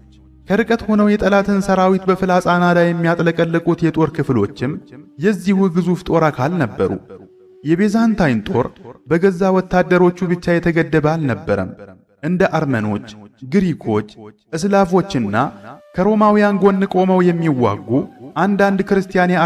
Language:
Amharic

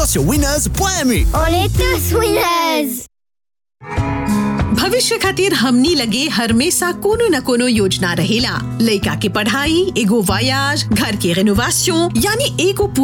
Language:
Bhojpuri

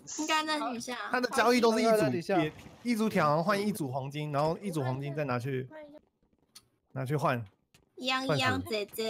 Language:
Chinese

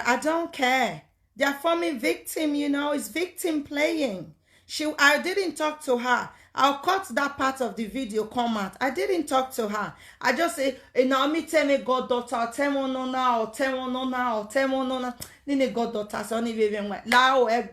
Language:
Nigerian Pidgin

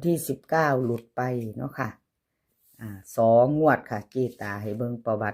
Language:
Lao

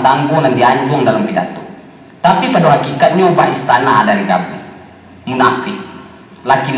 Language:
Minangkabau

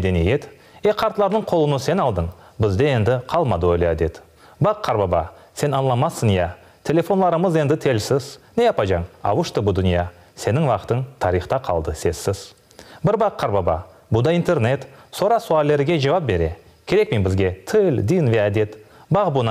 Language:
Crimean Tatar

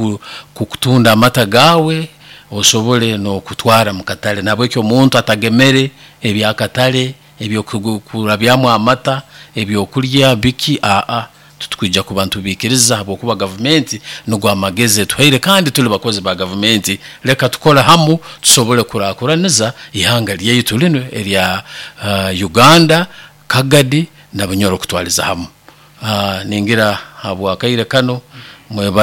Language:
Nyoro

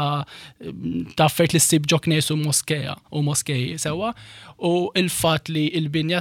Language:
Maltese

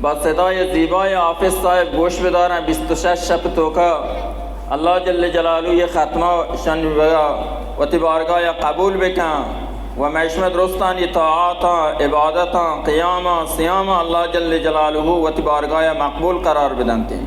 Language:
Baluchi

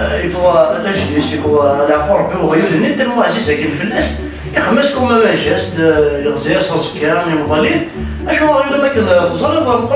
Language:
Kabyle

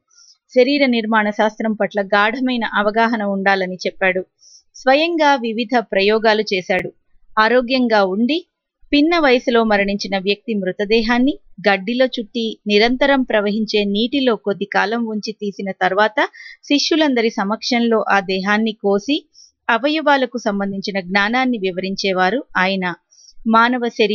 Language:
Telugu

